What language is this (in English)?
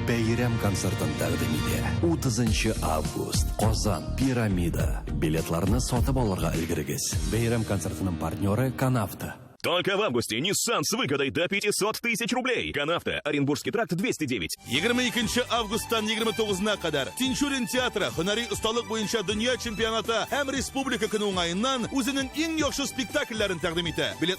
Tatar